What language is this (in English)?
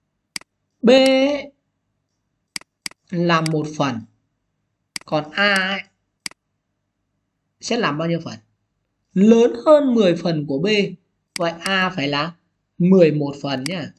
Vietnamese